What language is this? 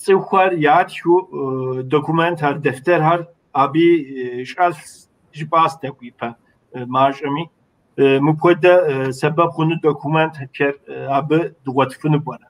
Kabardian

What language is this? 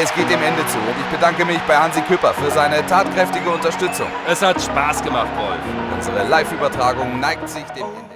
Bavarian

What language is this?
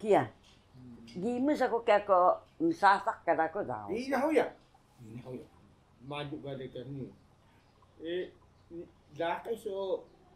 Taroko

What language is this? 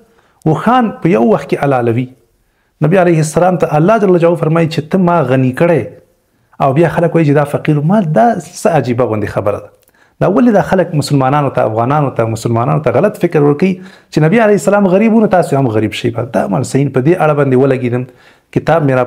Pashto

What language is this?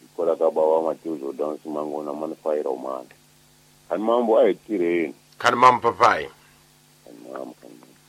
Tsonga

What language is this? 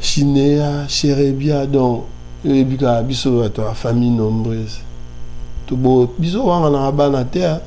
Lingala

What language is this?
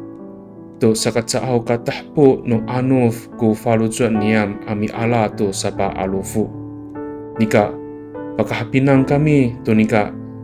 Amis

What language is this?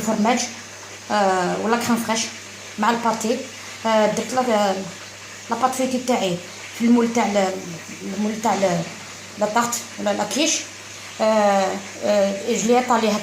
Algerian Arabic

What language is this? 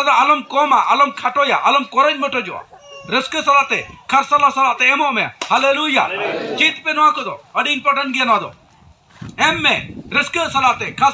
Santali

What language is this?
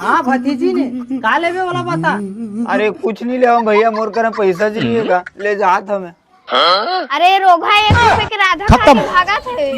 Chhattisgarhi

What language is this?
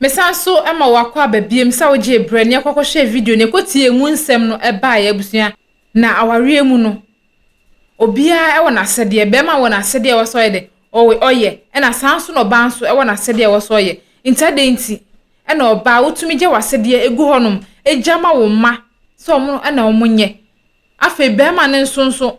Akan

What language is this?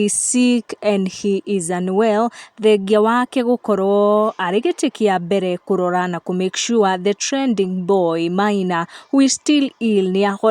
Kikuyu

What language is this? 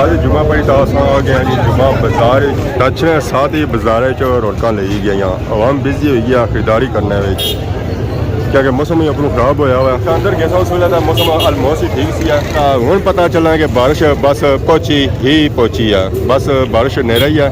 Pahari-Potwari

